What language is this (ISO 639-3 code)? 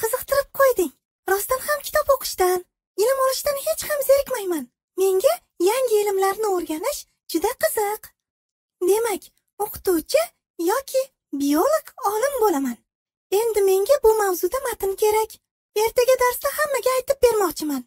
uzb